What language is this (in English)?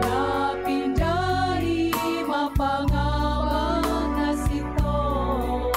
Batak Simalungun